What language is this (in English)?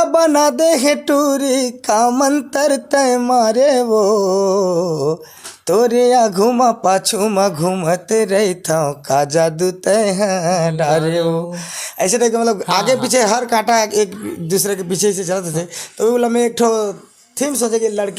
Chhattisgarhi